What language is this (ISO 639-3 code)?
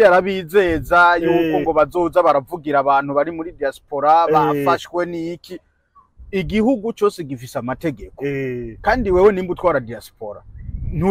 run